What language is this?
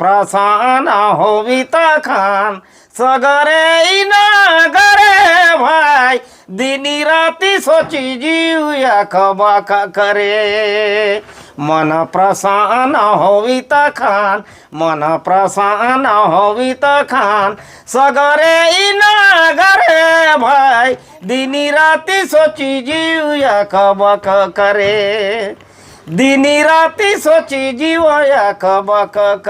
Sadri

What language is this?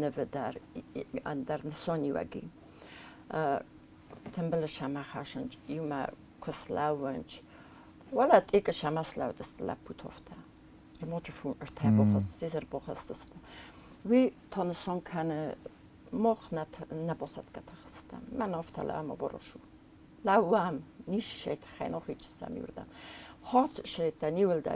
Ossetic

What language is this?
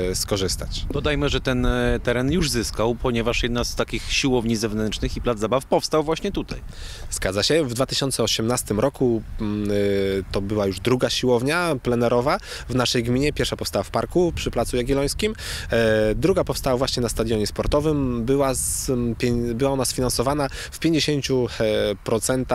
Polish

